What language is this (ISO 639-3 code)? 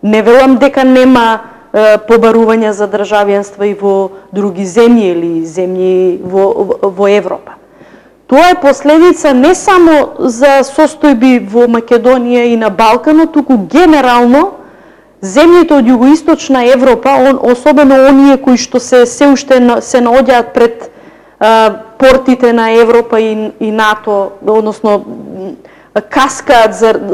mkd